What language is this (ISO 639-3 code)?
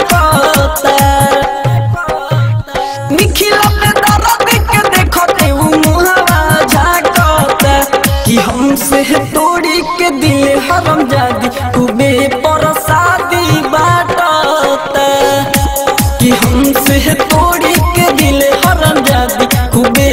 bho